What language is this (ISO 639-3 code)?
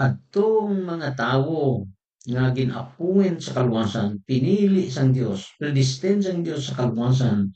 hil